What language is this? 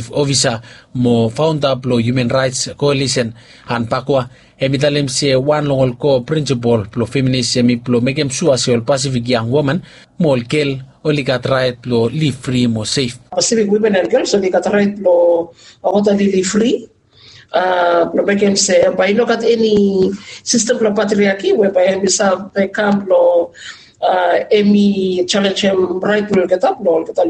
Bislama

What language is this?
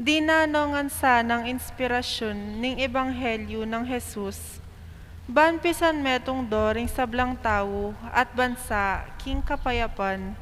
Pampanga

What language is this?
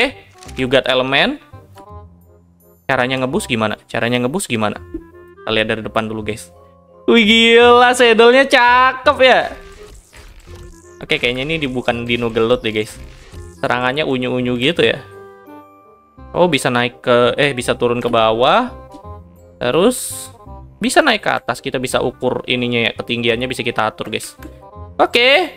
Indonesian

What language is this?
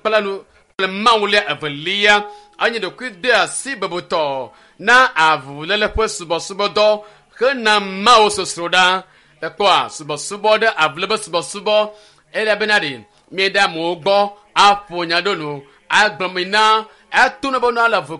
Ewe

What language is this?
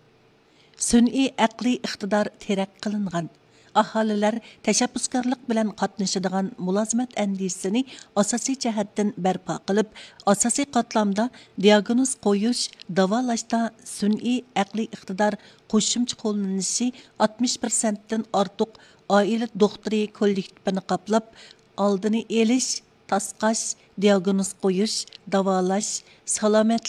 Uyghur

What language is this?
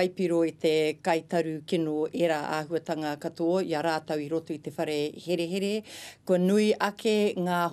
Māori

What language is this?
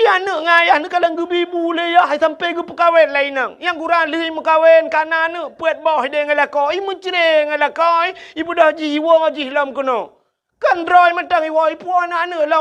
Achinese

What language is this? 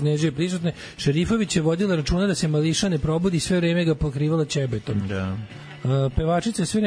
Serbian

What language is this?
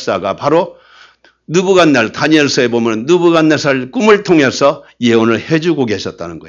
Korean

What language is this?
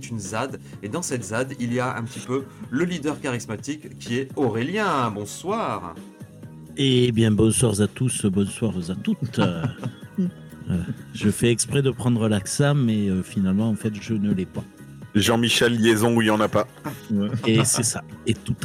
French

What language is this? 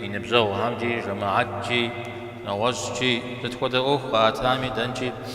Kabardian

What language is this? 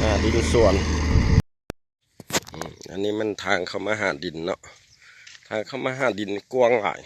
Lao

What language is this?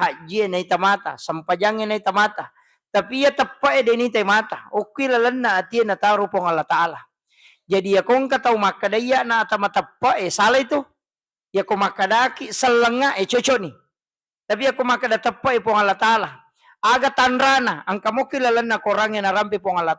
Buginese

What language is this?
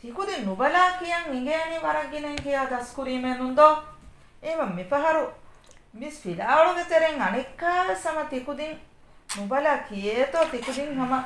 Divehi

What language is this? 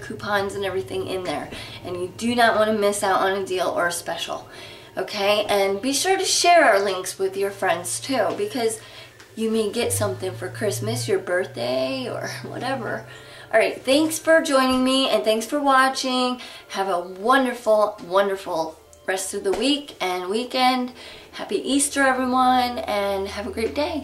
English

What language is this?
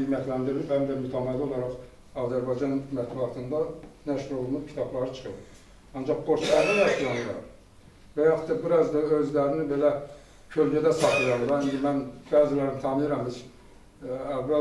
Azerbaijani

